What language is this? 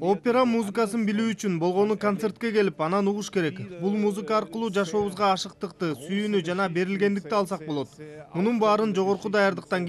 Kyrgyz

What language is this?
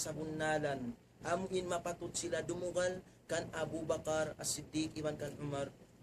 Tausug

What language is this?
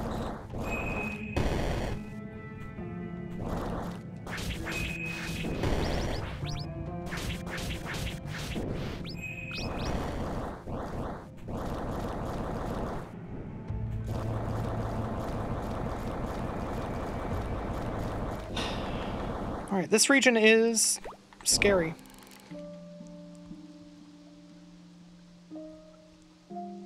English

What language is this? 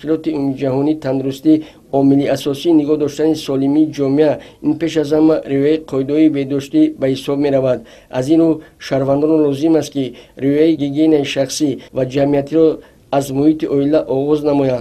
Tajik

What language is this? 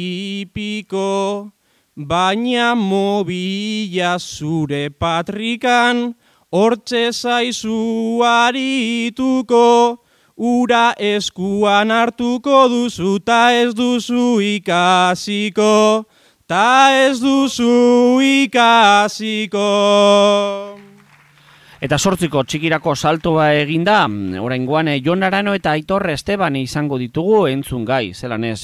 Basque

